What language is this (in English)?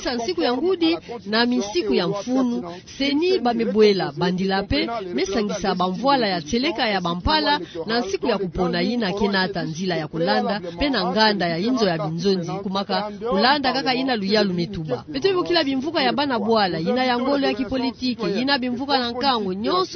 Kituba (Democratic Republic of Congo)